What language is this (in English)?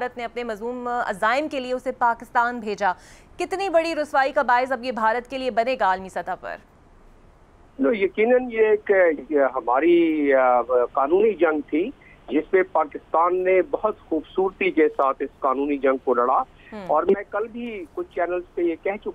Urdu